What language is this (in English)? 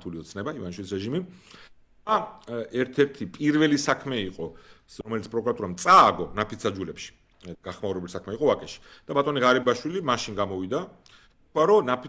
Georgian